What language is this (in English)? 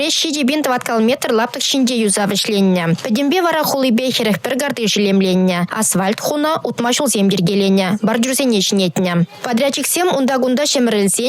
Chuvash